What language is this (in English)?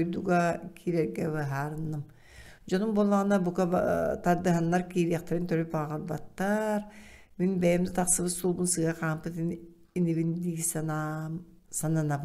Yakut